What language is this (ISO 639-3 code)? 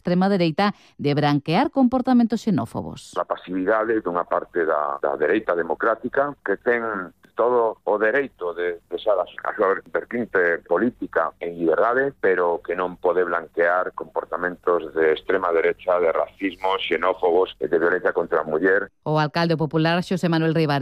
glg